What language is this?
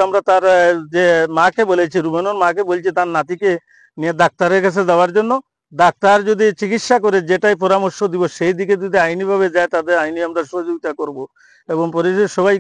Sylheti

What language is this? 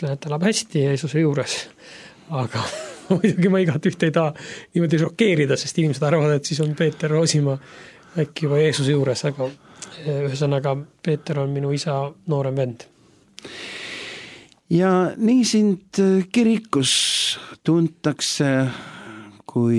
Estonian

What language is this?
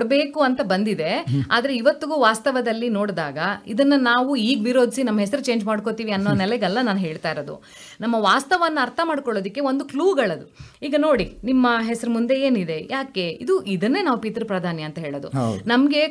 Kannada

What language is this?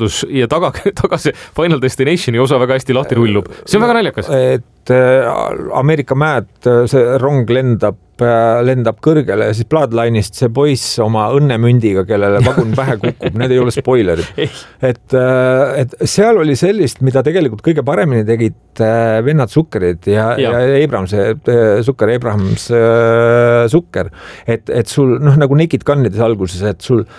Estonian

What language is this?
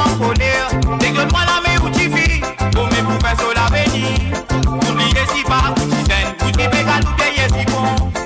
Morisyen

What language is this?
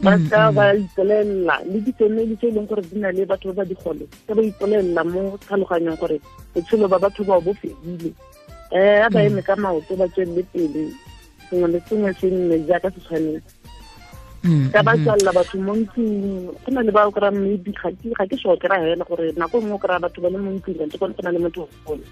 Tswana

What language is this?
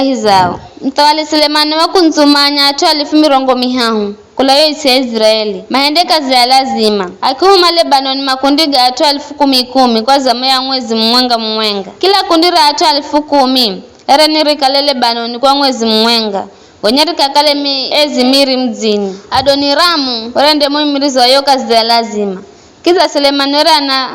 Giryama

